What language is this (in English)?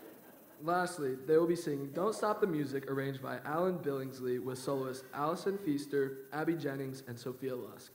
English